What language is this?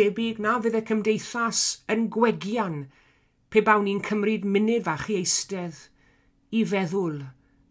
Welsh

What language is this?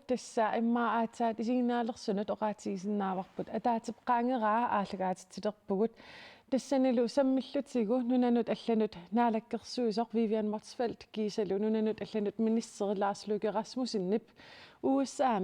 Kalaallisut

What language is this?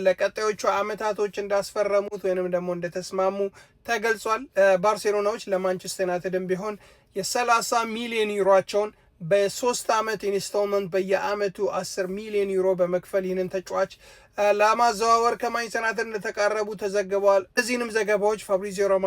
Amharic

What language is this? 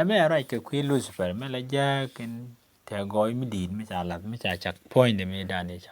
Nuer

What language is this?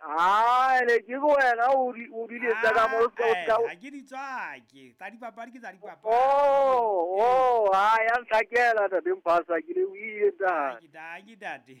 Southern Sotho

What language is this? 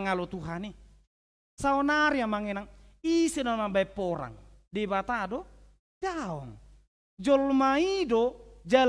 Batak Toba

